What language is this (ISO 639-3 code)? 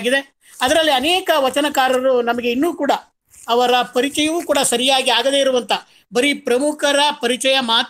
kan